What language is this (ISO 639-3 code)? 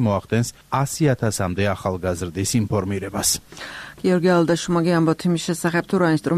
kat